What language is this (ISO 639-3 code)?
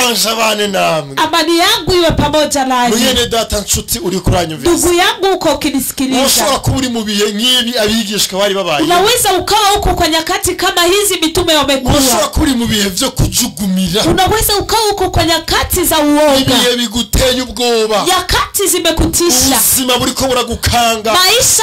run